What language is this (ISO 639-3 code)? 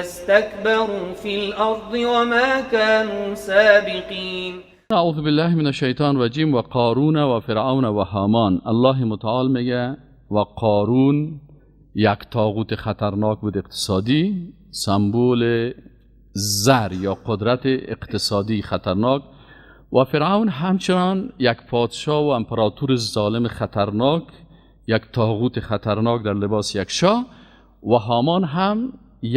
fas